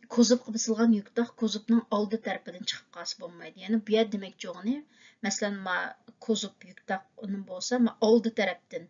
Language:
Uyghur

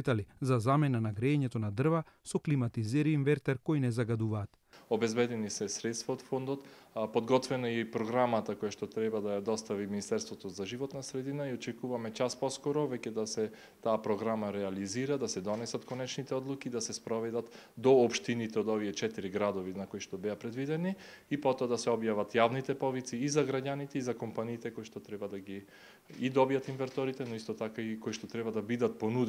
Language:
Macedonian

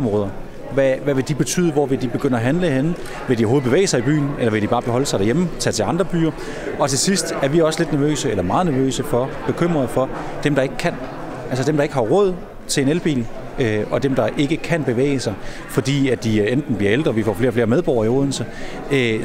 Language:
Danish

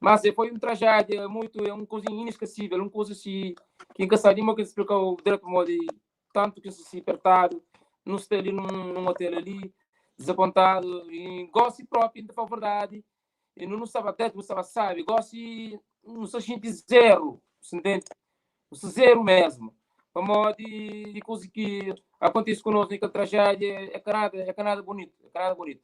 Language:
Kabuverdianu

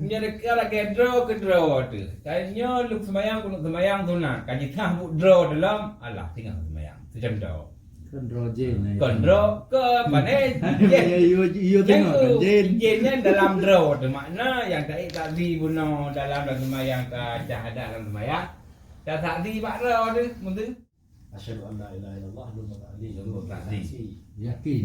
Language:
Achinese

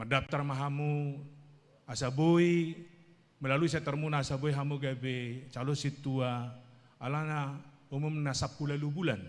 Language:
Batak Toba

